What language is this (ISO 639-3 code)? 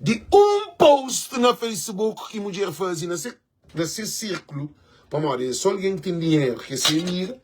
kea